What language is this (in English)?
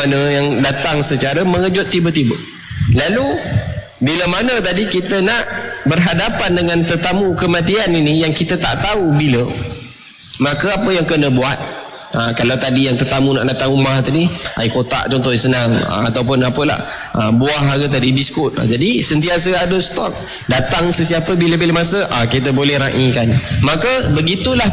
Malay